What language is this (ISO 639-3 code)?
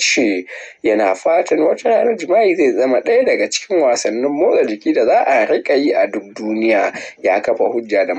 hau